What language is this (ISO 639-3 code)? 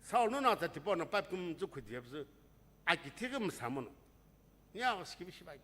nsm